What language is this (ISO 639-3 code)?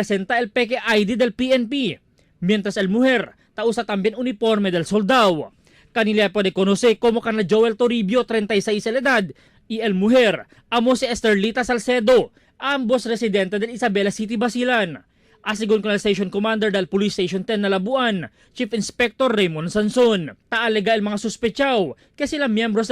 cbk